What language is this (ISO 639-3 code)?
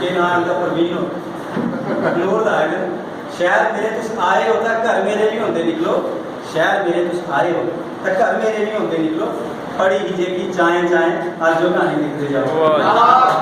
doi